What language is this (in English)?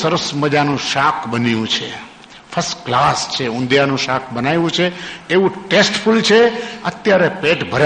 Gujarati